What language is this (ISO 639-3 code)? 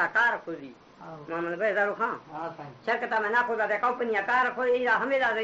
bal